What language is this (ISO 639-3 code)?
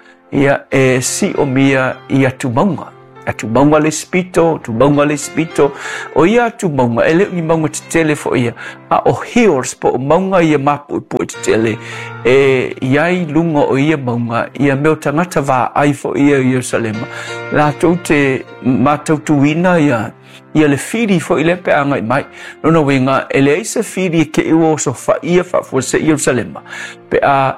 smo